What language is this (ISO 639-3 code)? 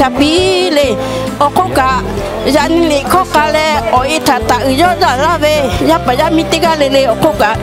lhu